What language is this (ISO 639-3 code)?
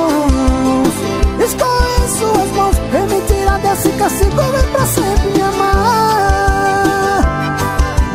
por